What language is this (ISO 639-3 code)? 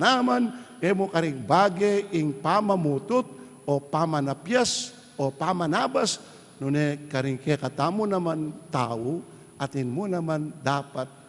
pam